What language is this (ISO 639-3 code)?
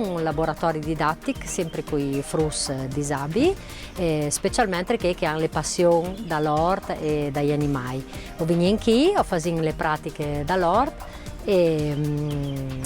fur